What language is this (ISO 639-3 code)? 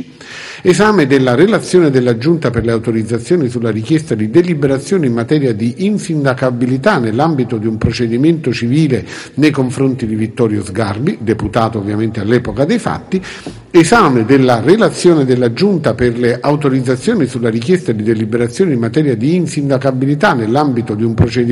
ita